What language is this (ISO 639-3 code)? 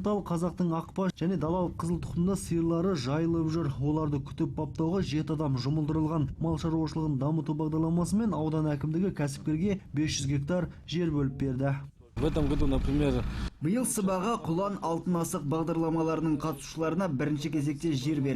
kaz